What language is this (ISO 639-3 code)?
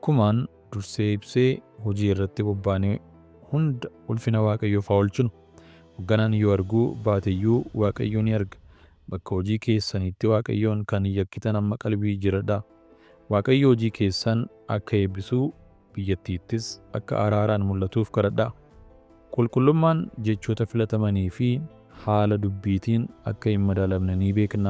orm